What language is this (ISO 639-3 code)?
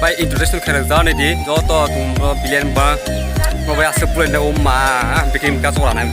trp